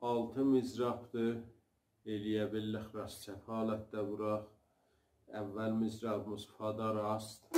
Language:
South Azerbaijani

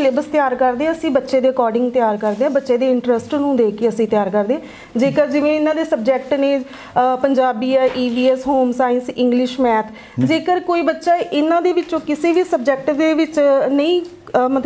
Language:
Punjabi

